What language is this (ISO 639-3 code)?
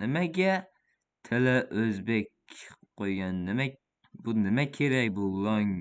uzb